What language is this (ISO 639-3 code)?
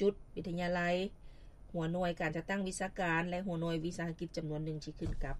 lao